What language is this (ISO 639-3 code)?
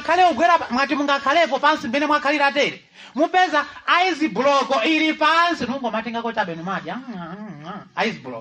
nya